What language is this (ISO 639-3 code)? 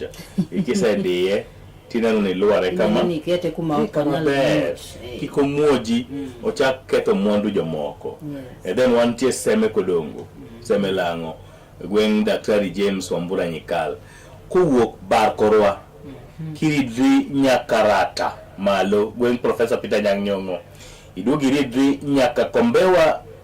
luo